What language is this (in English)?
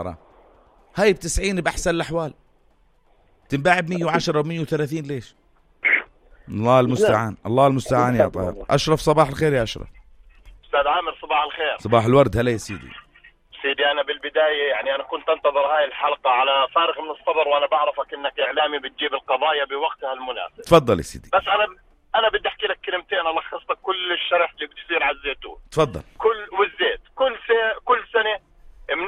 South Levantine Arabic